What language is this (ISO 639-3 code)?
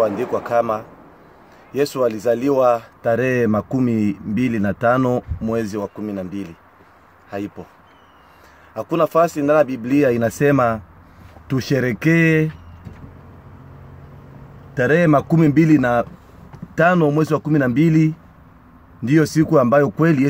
swa